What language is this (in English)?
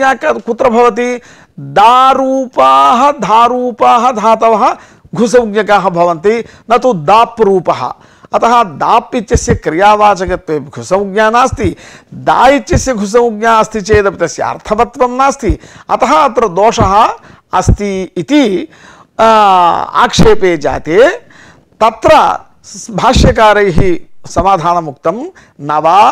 Sanskrit